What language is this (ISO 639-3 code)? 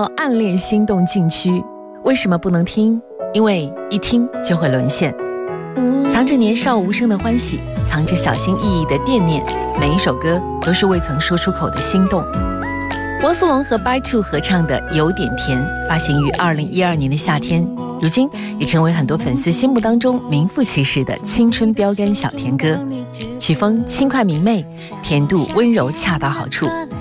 zho